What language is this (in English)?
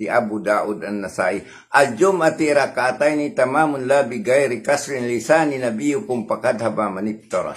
Tausug